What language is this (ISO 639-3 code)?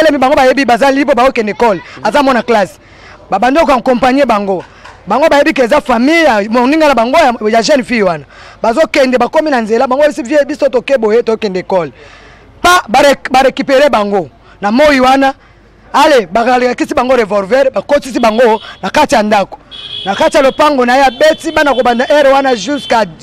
lin